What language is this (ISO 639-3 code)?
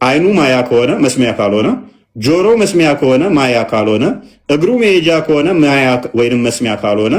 amh